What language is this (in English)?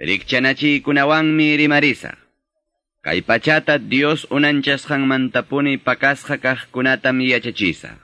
Quechua